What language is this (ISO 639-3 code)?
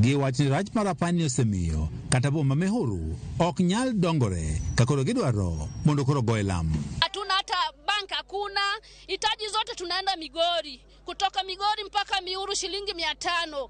luo